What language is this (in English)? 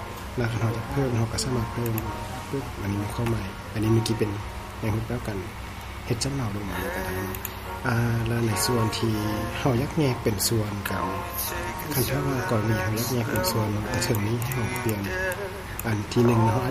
Lao